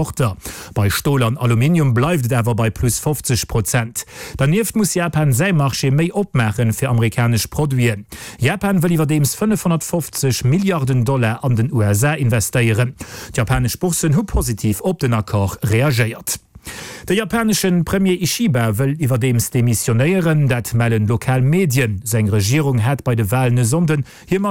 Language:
Luxembourgish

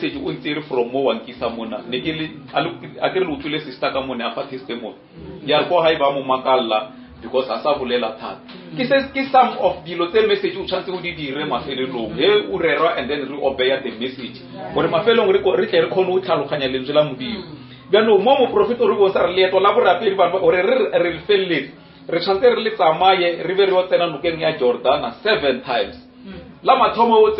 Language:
Northern Sotho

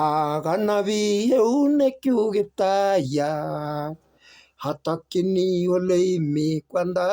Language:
Kalenjin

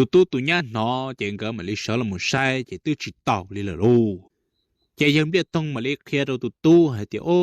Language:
Hmong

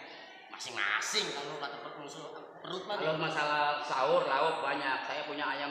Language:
Betawi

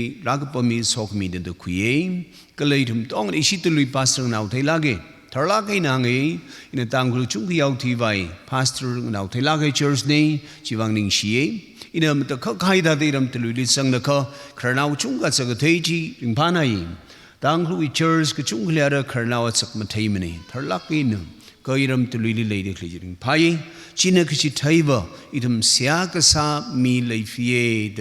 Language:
Tangkhul Naga (India)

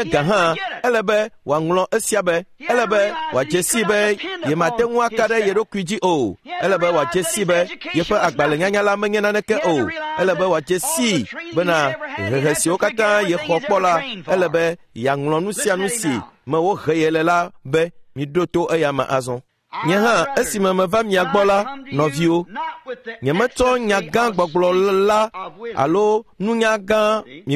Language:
Ewe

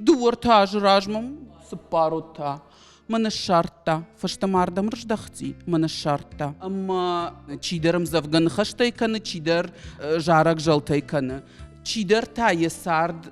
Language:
Ossetic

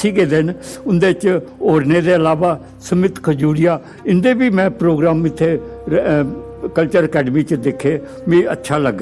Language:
Dogri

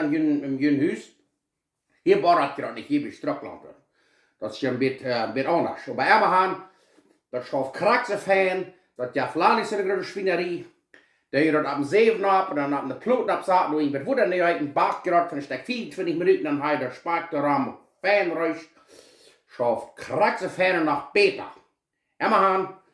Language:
Plautdietsch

